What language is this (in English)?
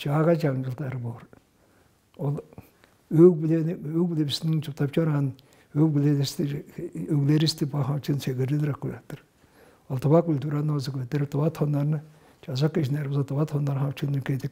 Tuvinian